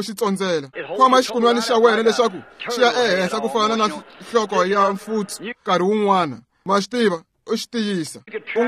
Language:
Tsonga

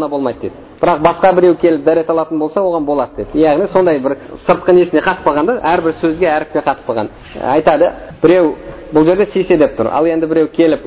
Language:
Kazakh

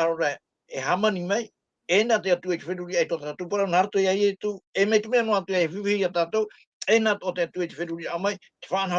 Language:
Tahitian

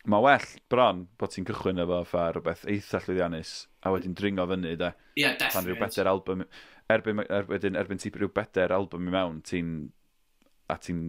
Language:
Welsh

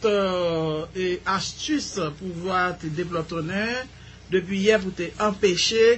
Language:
Haitian Creole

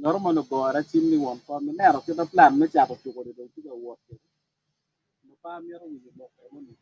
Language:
Acoli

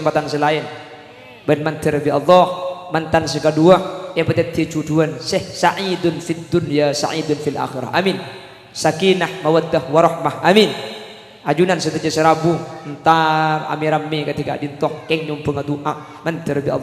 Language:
Madurese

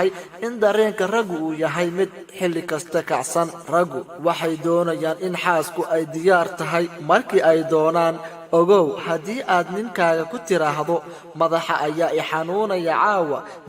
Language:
Somali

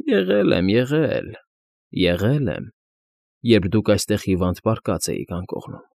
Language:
Armenian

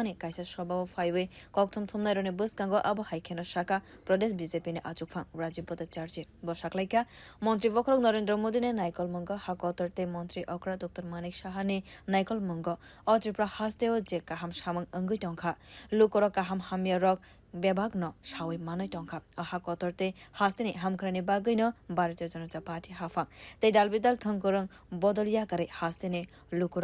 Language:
Kok Borok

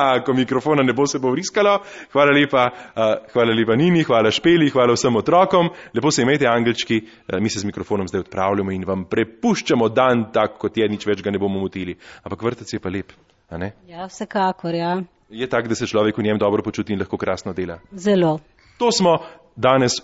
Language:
Slovenian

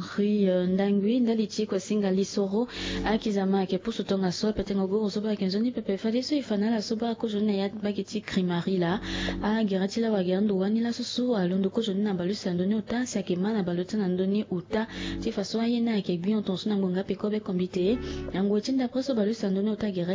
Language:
Sango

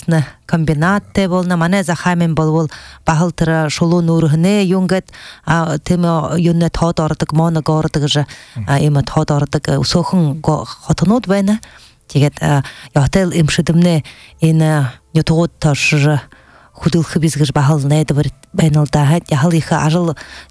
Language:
Buriat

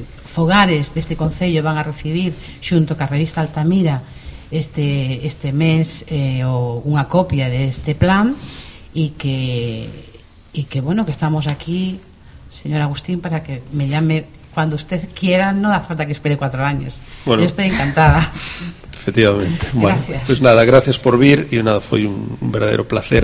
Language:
Galician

